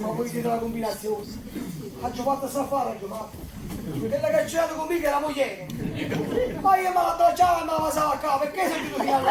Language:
Neapolitan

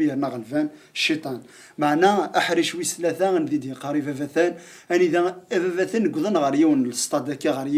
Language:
Kabyle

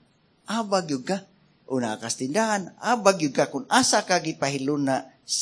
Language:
Cebuano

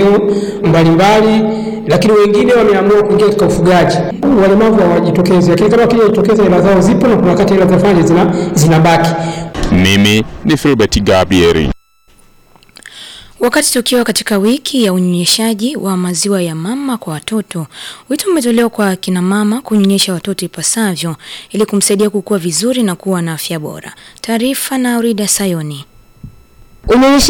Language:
Swahili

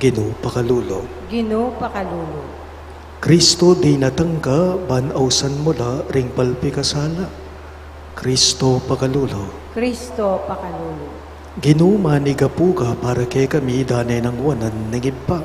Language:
Pampanga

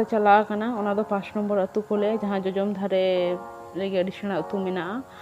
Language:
Santali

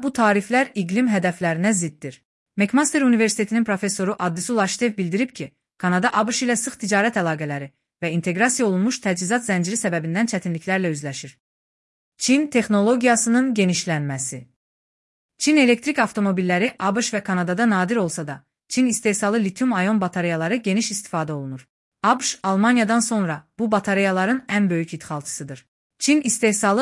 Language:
Azerbaijani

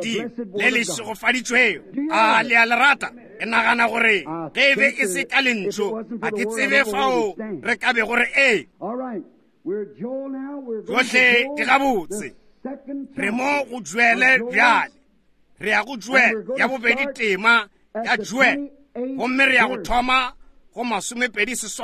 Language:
Northern Sotho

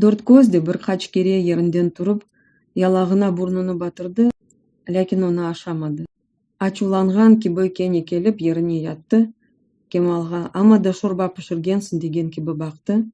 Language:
Crimean Tatar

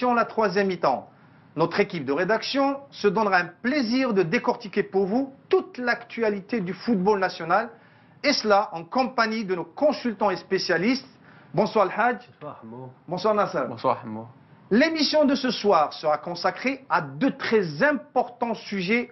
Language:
French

